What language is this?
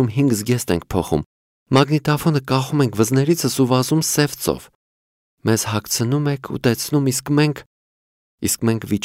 Armenian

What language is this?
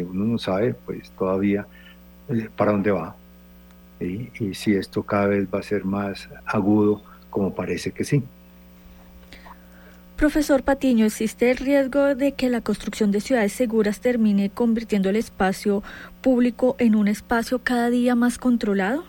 Spanish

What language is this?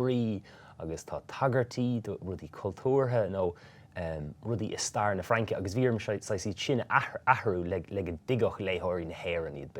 Irish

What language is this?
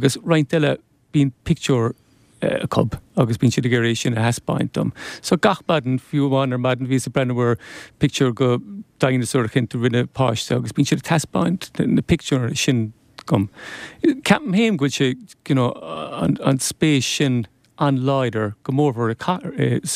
Irish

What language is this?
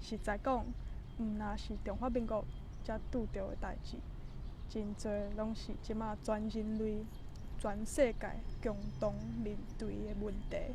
Min Nan Chinese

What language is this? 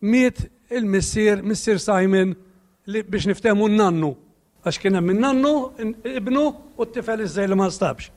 Maltese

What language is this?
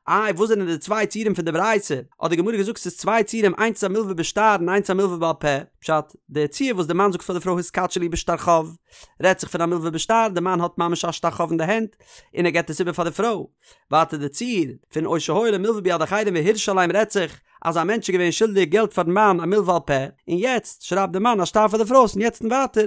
Yiddish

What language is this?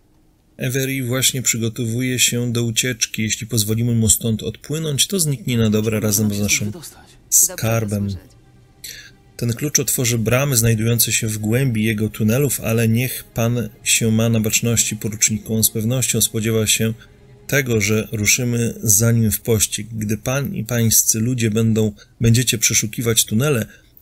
Polish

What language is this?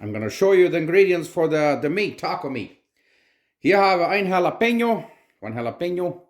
Plautdietsch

